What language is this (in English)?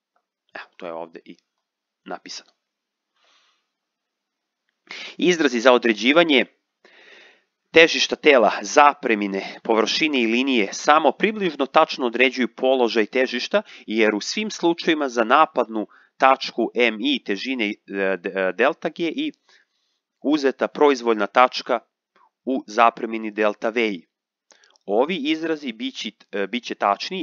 Serbian